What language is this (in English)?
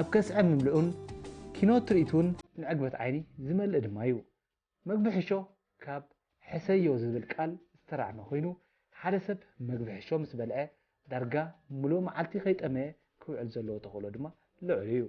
Tigrinya